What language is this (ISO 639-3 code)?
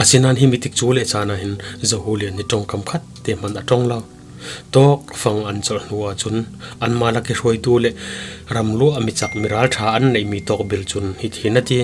cfm